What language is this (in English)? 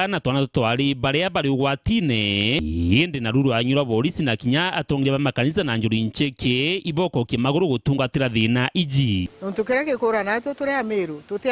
Meru